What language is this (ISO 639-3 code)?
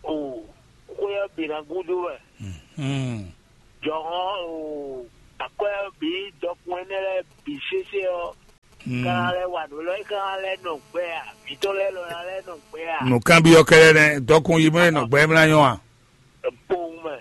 fon